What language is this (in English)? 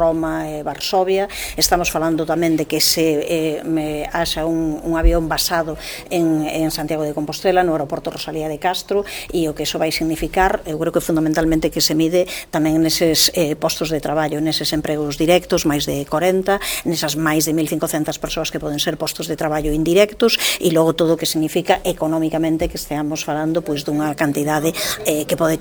Galician